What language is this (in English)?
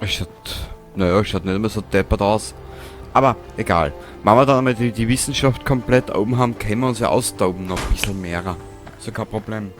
Bavarian